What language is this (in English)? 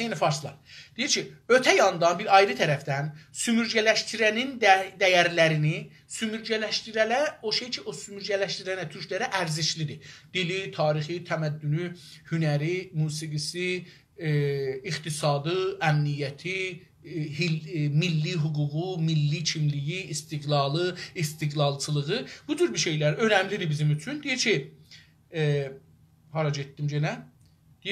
South Azerbaijani